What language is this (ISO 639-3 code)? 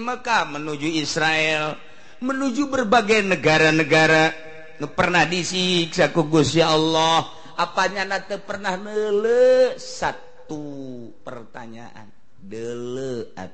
sun